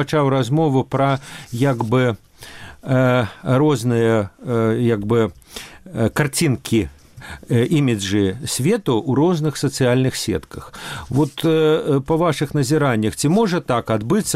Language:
Belarusian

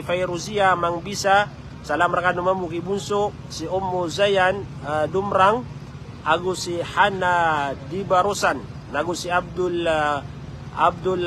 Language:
Maranao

